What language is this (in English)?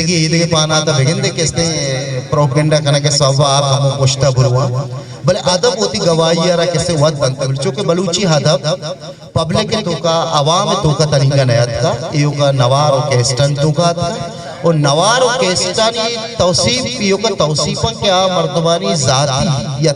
Eastern Balochi